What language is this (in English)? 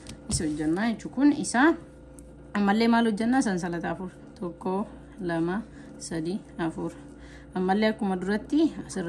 Oromo